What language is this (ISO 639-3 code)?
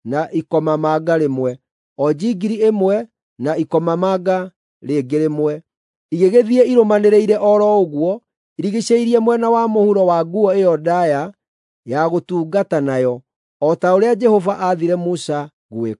kik